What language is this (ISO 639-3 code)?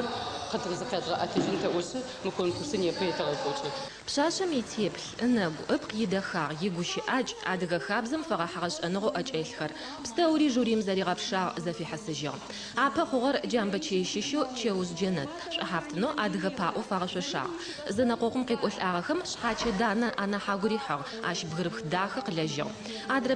ady